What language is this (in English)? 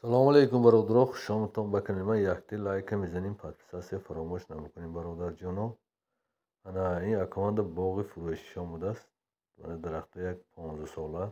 Tajik